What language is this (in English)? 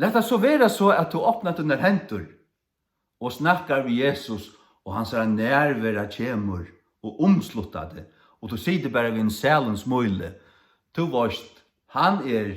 Faroese